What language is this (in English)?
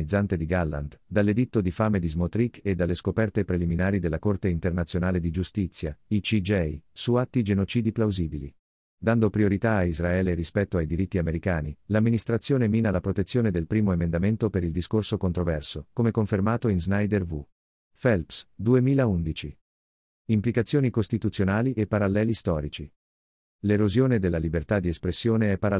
Italian